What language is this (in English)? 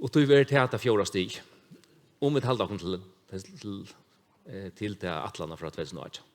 Faroese